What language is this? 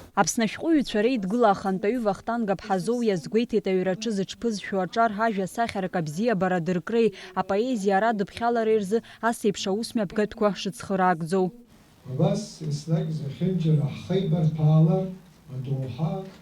Abkhazian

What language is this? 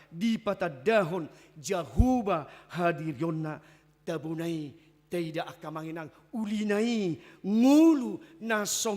Batak Toba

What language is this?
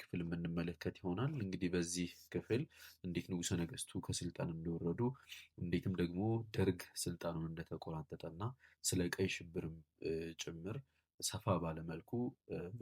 Amharic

